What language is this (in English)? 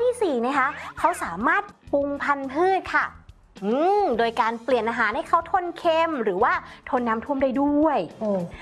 Thai